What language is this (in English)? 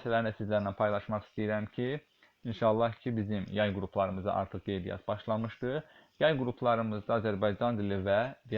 Azerbaijani